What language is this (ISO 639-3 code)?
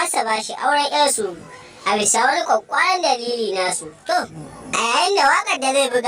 hau